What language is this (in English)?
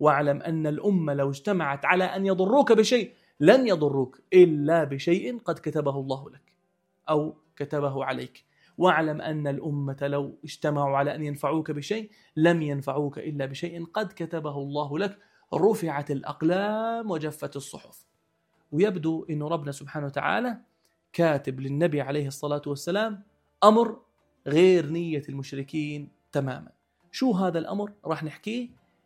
North Levantine Arabic